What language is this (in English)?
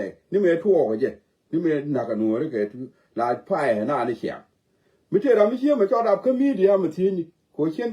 Nuer